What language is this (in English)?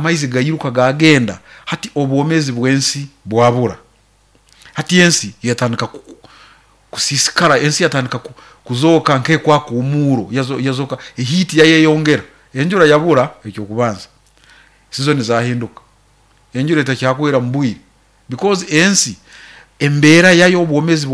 Nyoro